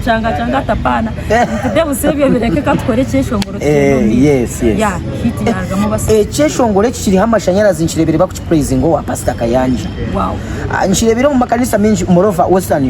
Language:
Nyankole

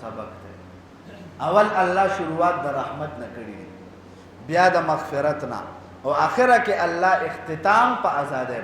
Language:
Pashto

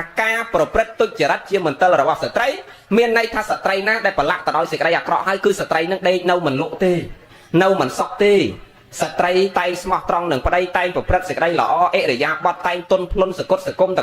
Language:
Khmer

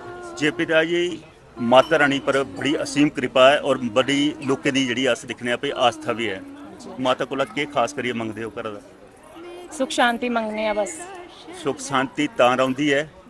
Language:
Dogri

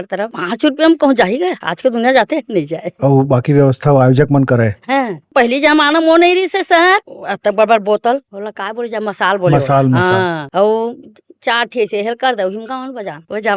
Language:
Chhattisgarhi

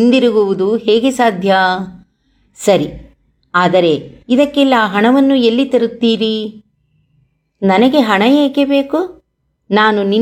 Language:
Kannada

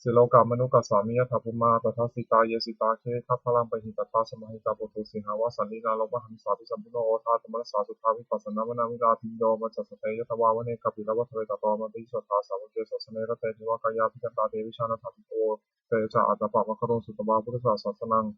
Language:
Pali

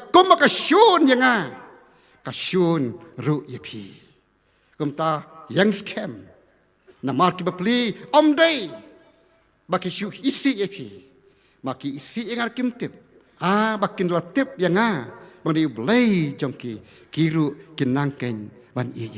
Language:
Khasi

